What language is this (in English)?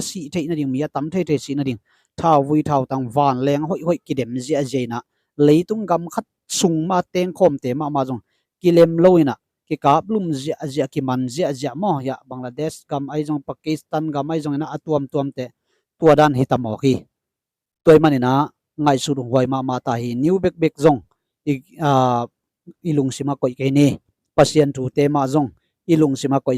Tedim Chin